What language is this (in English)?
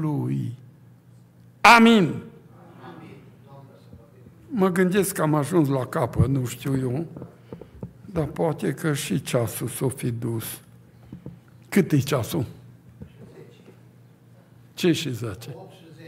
Romanian